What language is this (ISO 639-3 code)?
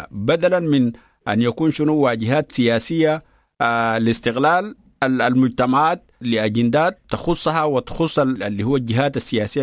apd